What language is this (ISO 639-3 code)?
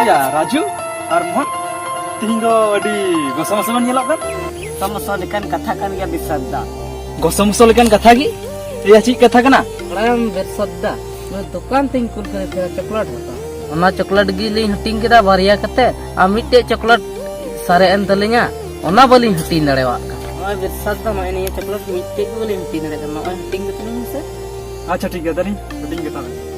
sat